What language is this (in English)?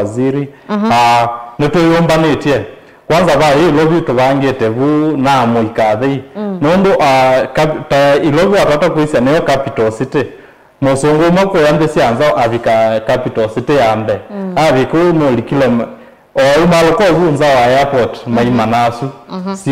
Kamba